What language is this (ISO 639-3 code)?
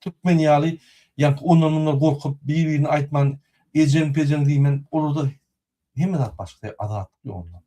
tuk